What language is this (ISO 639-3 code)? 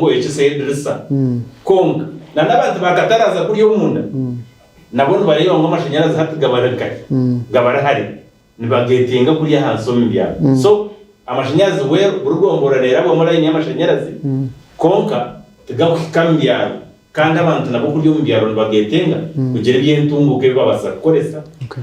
nyn